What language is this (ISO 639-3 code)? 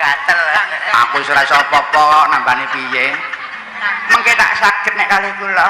jav